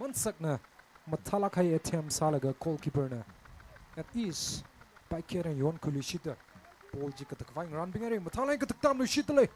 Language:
Tangkhul Naga (India)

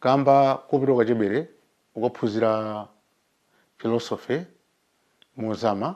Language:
Nyanja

